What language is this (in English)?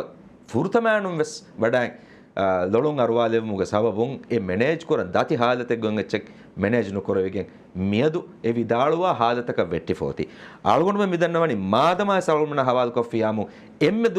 Divehi